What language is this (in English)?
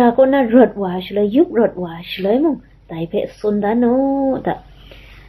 Kachin